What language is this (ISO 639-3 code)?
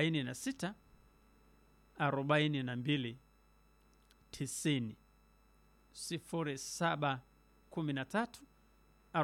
swa